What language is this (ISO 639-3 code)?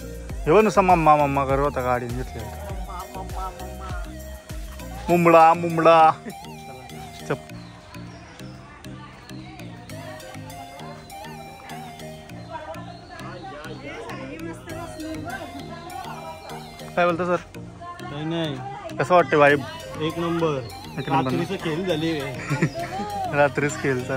mar